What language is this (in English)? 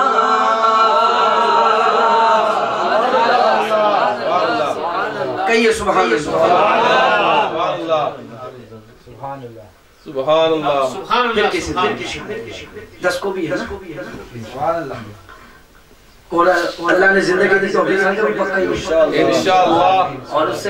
Urdu